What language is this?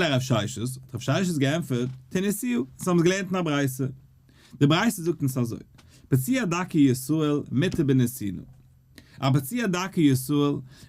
Yiddish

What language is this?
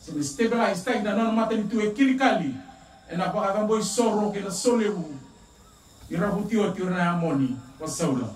Fijian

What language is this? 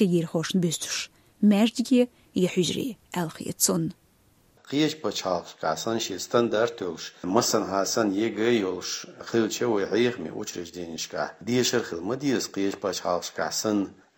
Chechen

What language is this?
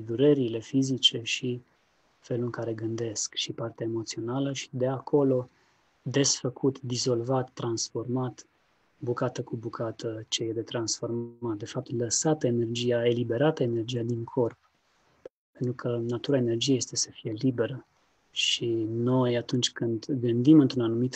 Romanian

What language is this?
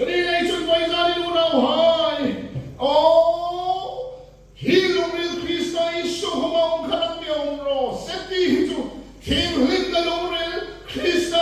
Hmar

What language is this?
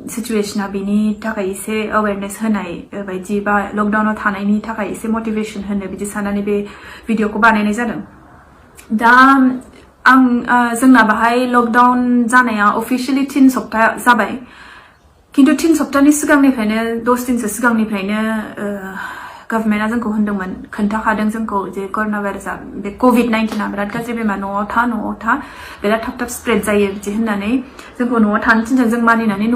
Bodo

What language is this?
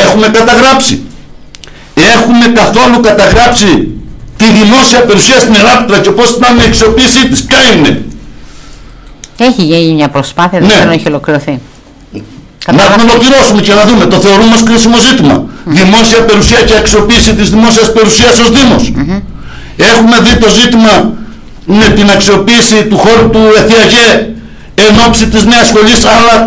Greek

